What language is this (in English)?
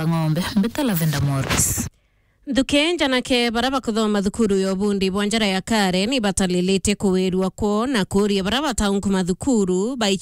Meru